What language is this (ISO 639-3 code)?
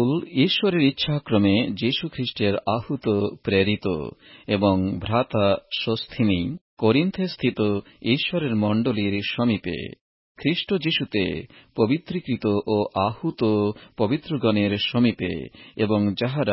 ben